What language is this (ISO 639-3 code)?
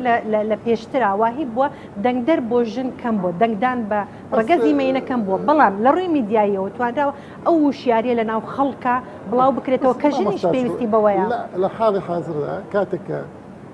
ckb